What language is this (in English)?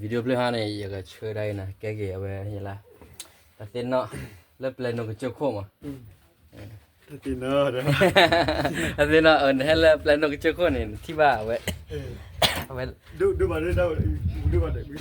S'gaw Karen